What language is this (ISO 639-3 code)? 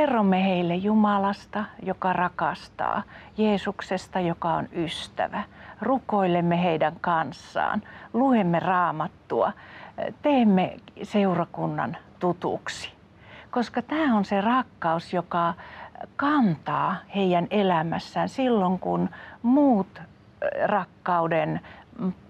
fin